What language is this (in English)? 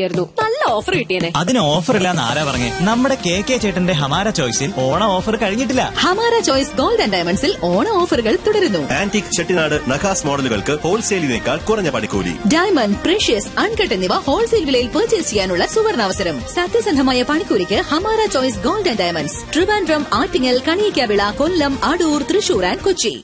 Malayalam